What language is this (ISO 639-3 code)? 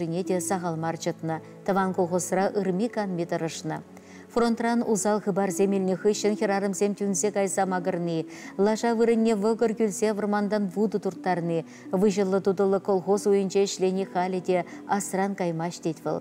chv